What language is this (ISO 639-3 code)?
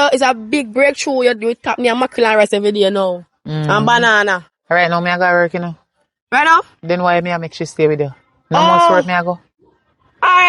jam